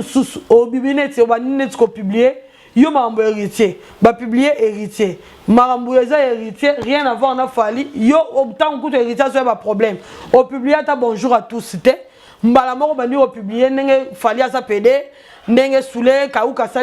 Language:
Lingala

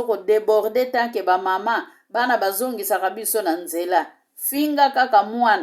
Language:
Lingala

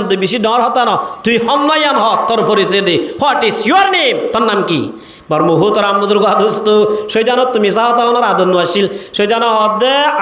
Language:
Rohingya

